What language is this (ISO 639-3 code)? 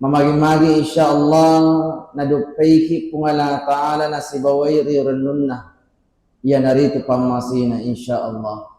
bug